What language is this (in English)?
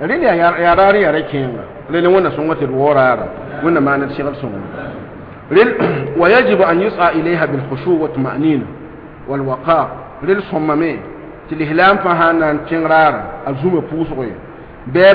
Mossi